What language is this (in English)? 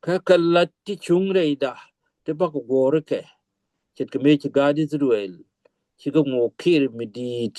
Nuer